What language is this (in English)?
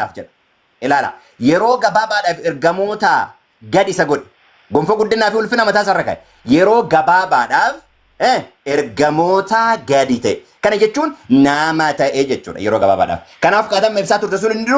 Oromo